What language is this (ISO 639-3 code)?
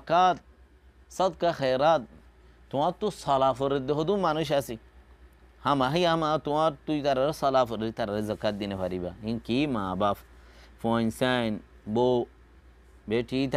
rhg